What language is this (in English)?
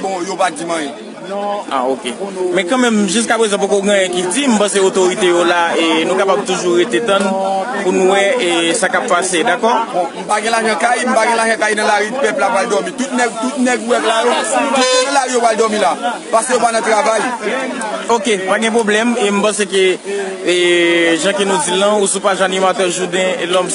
Haitian Creole